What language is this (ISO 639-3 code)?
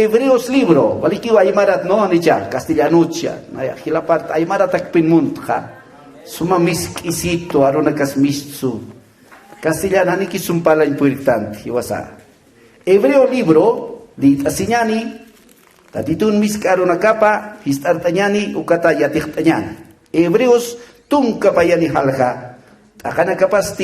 aym